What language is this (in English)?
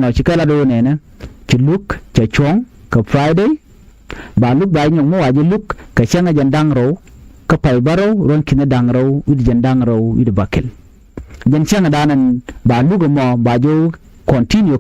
Nuer